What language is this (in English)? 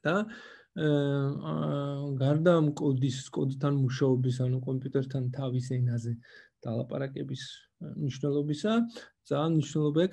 Georgian